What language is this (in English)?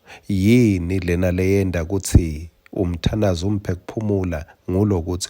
Swati